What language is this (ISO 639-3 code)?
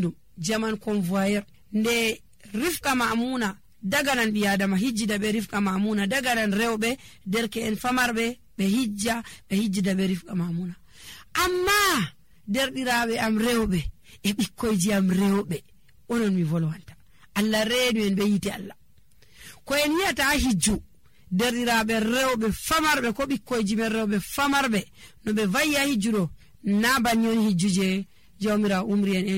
fuv